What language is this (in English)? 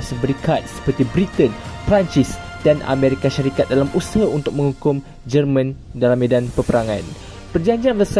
Malay